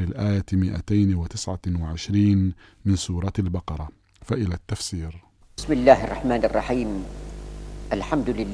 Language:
Arabic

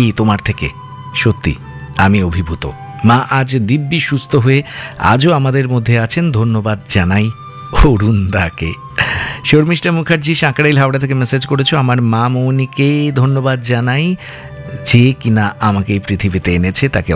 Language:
Bangla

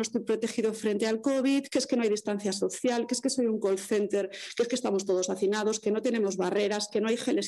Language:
Spanish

